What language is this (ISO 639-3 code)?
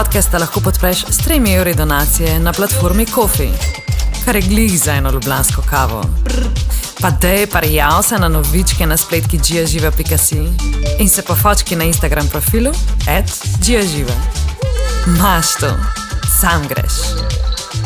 slv